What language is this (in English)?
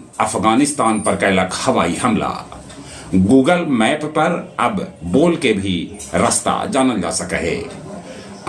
Magahi